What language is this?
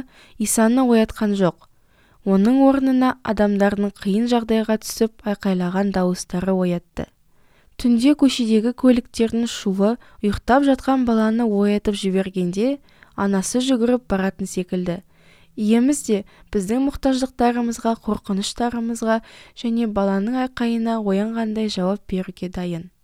Kazakh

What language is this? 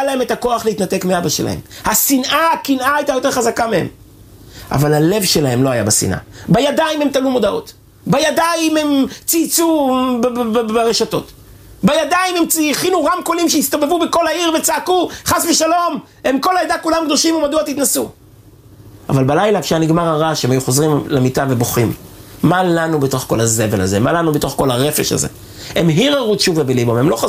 Hebrew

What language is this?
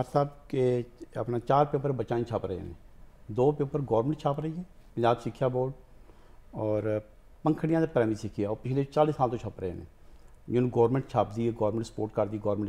Punjabi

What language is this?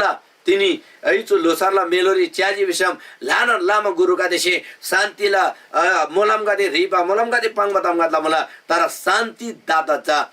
Eastern Tamang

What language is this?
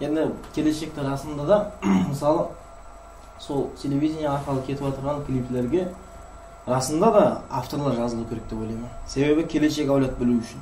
Kara-Kalpak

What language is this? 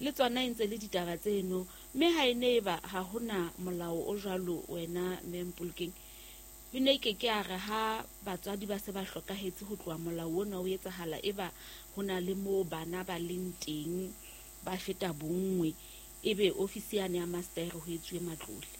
Southern Sotho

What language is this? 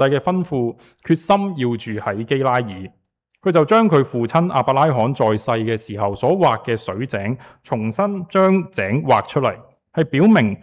Cantonese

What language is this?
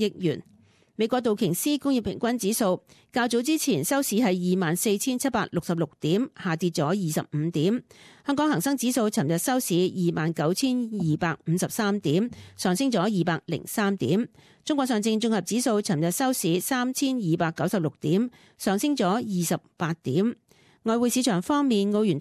Cantonese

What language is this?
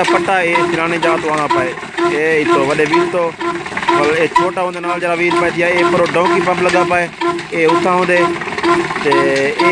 Saraiki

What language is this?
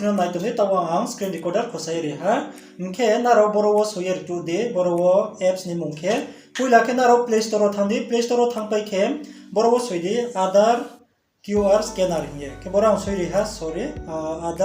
Riang (India)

